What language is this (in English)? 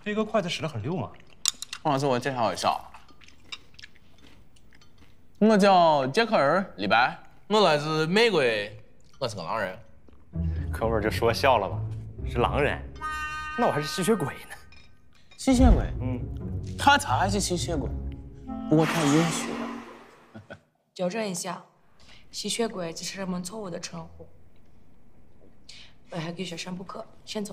Chinese